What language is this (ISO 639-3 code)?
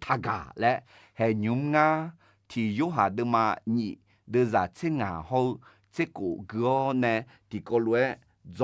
ahk